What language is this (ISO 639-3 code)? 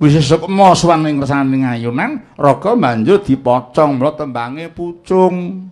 jav